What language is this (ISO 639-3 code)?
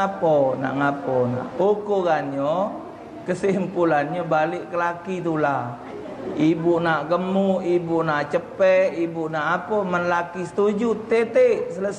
mui